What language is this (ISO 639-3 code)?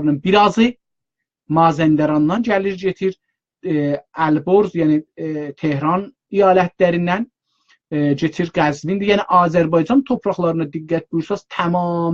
azb